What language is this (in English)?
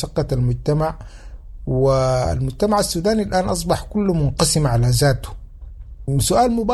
Sudanese Arabic